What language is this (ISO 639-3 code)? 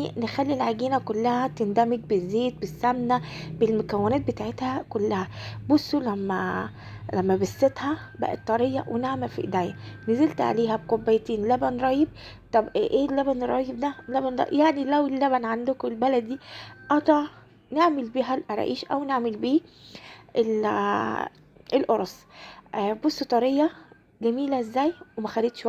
arz